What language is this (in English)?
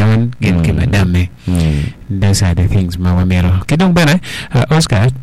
Acoli